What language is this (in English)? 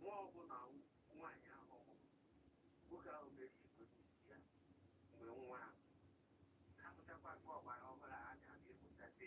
Igbo